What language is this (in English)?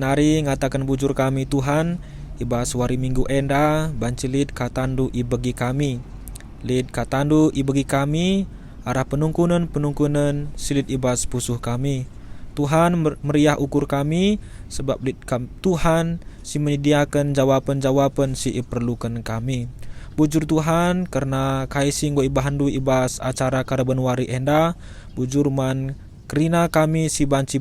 Batak Karo